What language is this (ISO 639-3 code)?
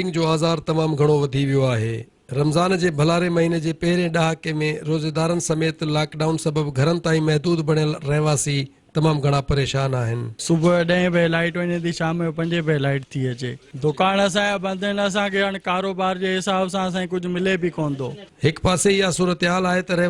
snd